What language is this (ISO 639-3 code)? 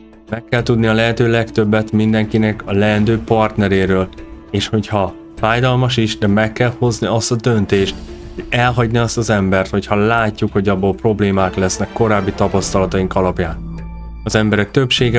hun